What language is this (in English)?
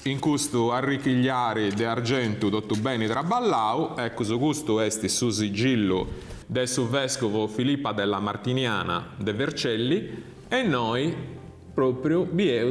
Sardinian